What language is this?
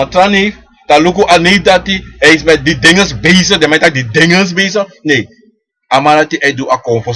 Sranan Tongo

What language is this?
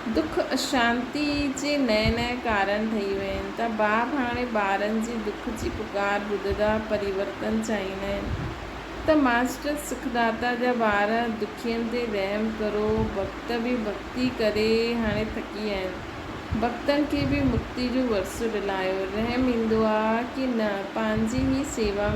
Sindhi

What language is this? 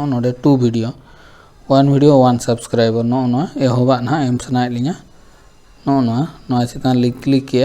Santali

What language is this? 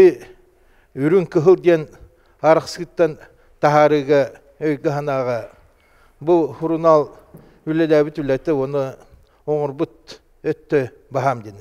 Yakut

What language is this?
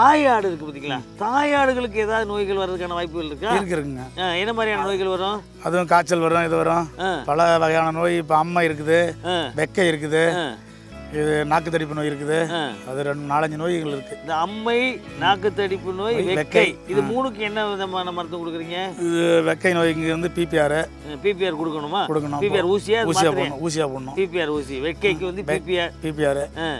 Tamil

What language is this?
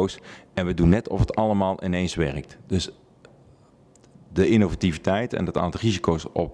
Dutch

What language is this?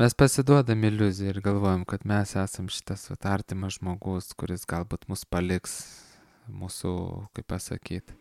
Lithuanian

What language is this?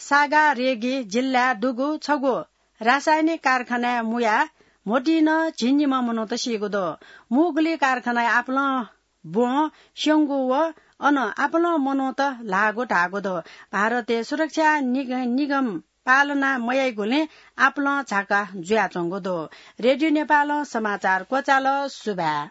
Newari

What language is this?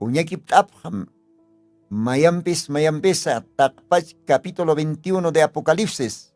Aymara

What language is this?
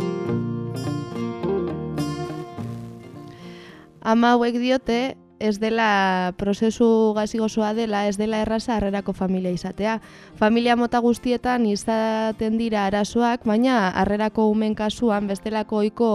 Basque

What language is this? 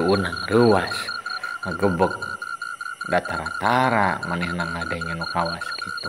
Sundanese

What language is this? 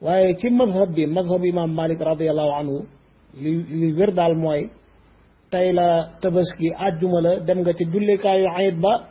Wolof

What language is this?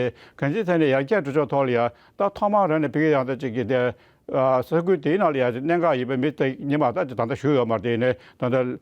Tibetan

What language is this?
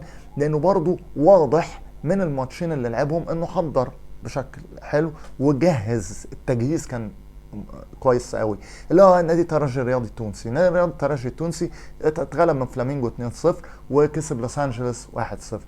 Egyptian Arabic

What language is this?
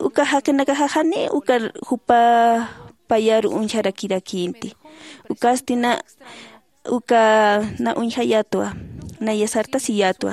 Aymara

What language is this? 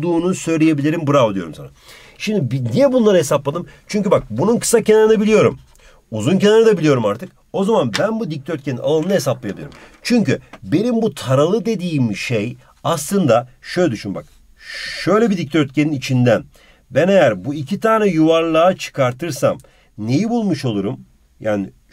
Turkish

